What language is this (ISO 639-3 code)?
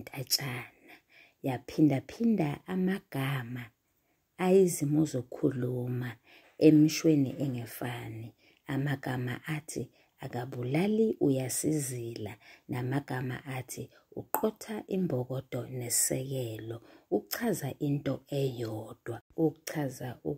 zul